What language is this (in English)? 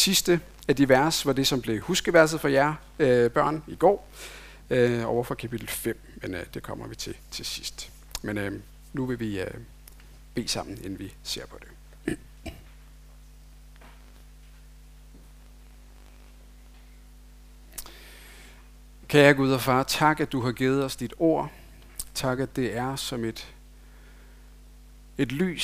Danish